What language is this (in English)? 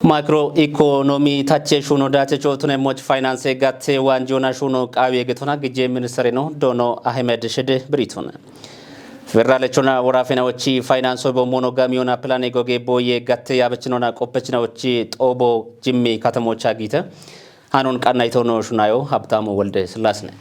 Kafa